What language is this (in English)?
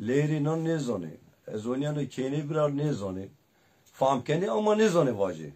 Zaza